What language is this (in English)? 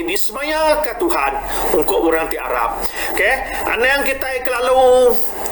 Iban